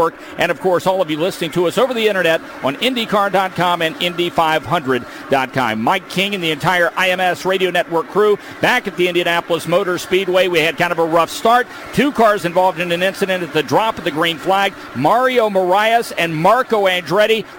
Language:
English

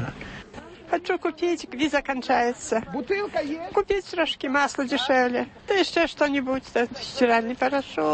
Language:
Belarusian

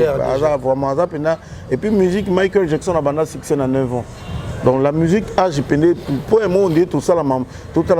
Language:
Lingala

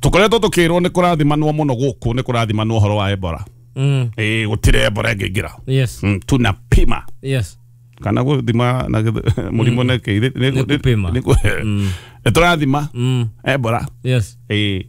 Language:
Kikuyu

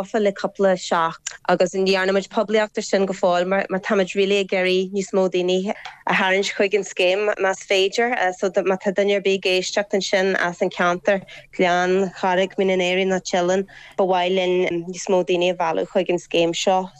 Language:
Irish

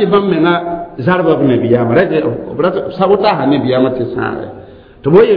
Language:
Mossi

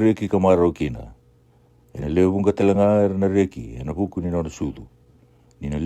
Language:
Fijian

